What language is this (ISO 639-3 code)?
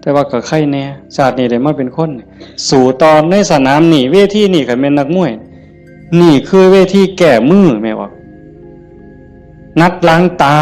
tts